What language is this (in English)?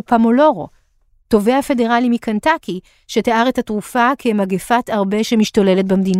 Hebrew